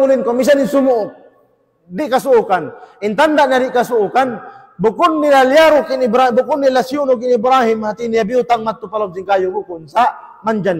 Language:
Tausug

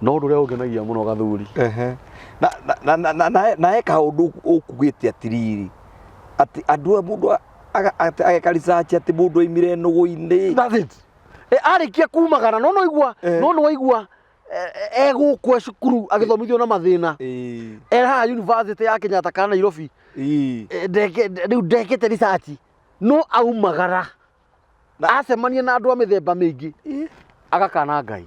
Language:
Kikuyu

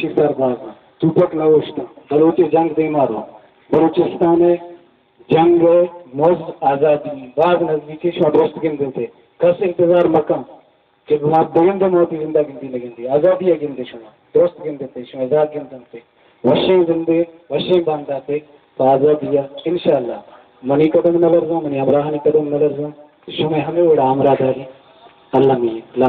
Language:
Baluchi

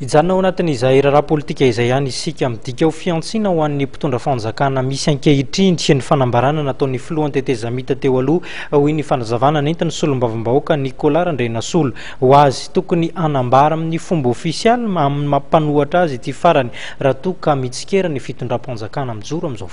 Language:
Malagasy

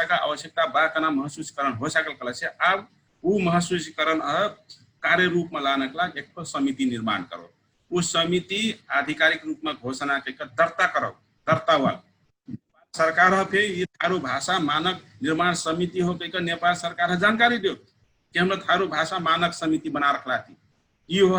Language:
Dangaura Tharu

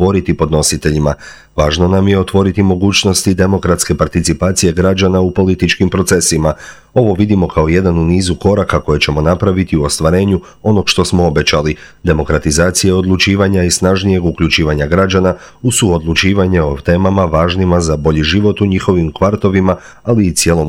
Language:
Croatian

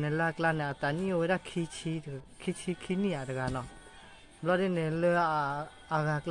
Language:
S'gaw Karen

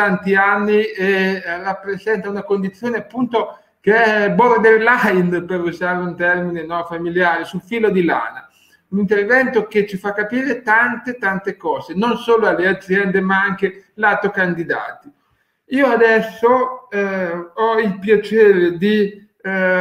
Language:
Italian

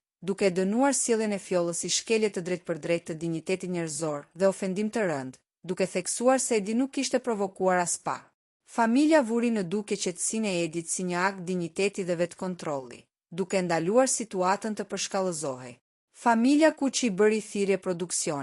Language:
Albanian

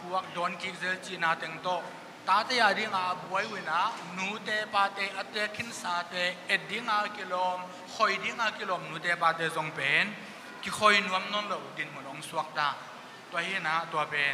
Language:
Tedim Chin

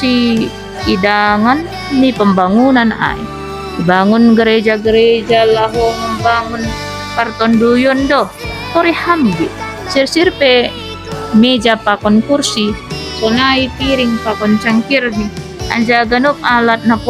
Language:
Batak Simalungun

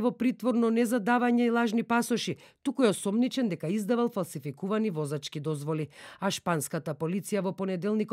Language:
Macedonian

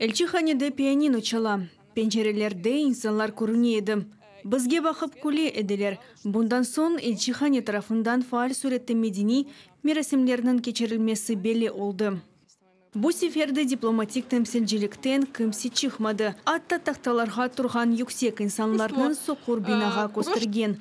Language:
Crimean Tatar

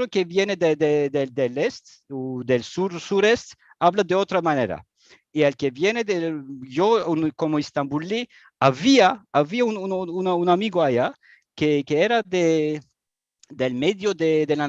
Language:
Ladino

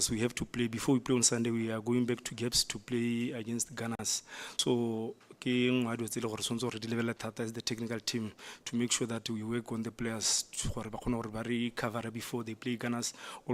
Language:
Tswana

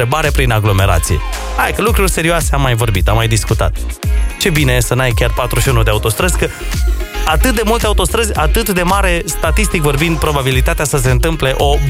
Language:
Romanian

